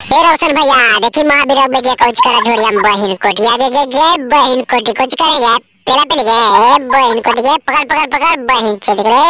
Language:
Magahi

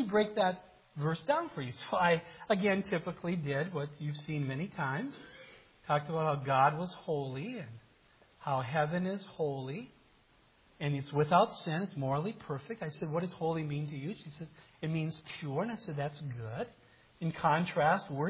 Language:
English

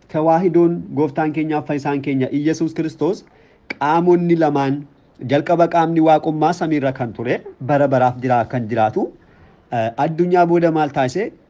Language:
Oromo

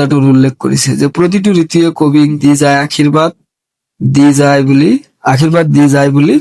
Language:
Assamese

